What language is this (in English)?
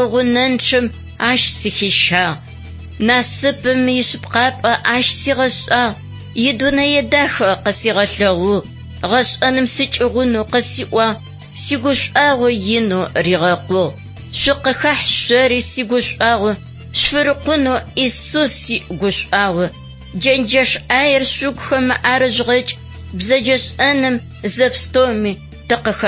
Adyghe